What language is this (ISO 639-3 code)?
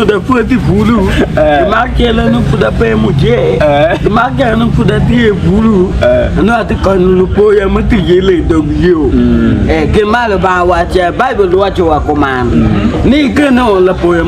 ach